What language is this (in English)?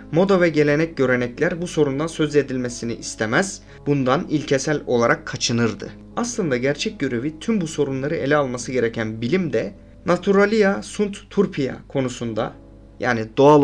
Turkish